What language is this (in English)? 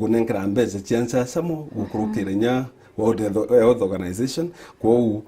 Meru